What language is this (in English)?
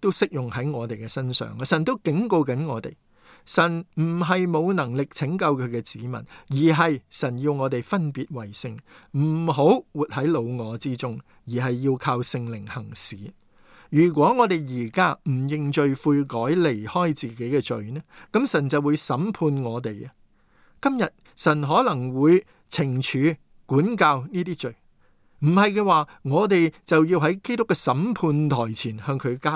Cantonese